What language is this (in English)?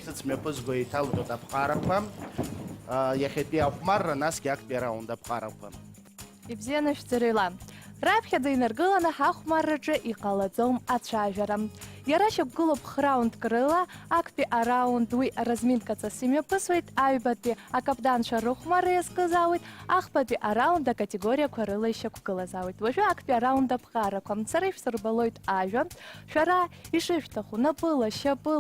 Abkhazian